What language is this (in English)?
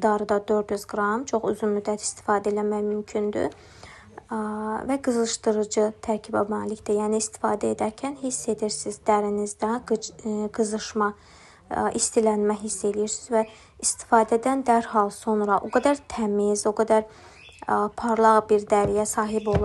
Azerbaijani